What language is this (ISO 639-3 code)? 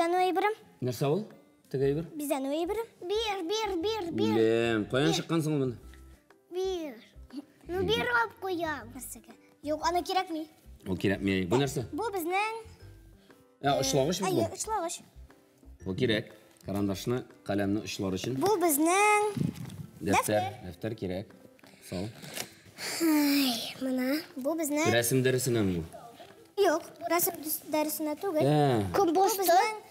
tat